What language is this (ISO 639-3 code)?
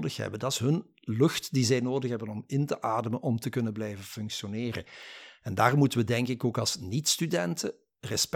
nld